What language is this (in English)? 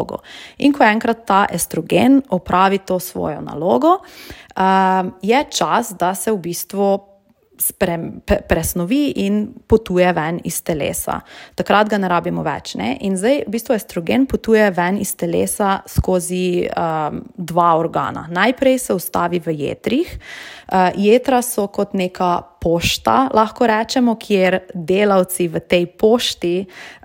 Slovenian